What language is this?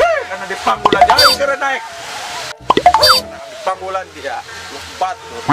Sundanese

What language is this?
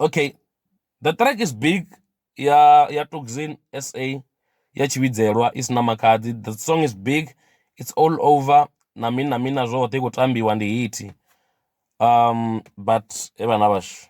Venda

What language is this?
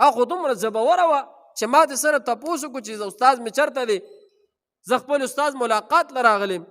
Pashto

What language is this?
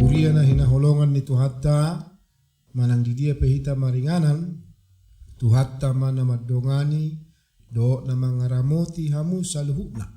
Batak Toba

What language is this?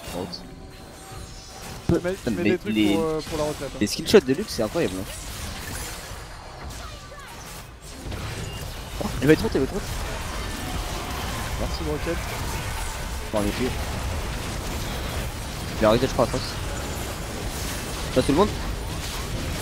French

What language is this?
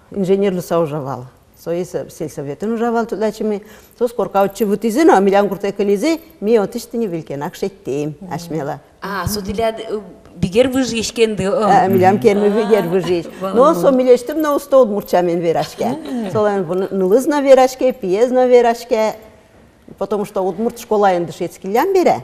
Udmurt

